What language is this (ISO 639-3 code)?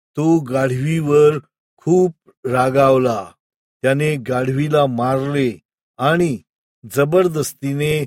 mar